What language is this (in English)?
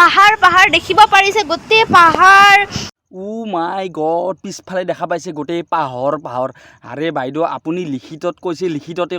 Assamese